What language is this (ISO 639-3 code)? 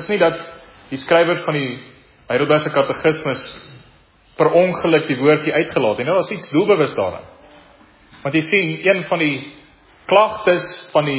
afr